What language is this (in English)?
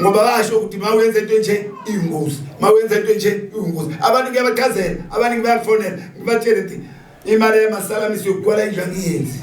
Zulu